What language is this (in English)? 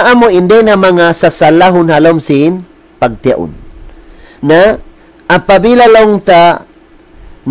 Tausug